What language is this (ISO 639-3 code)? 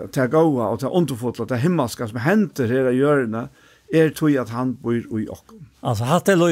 fao